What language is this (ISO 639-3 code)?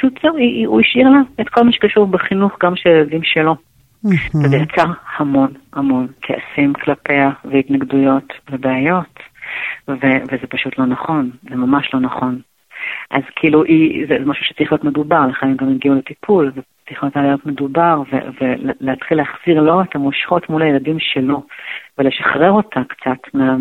heb